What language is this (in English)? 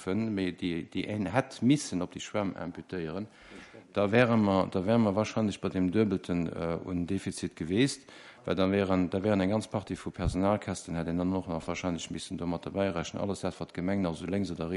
Luxembourgish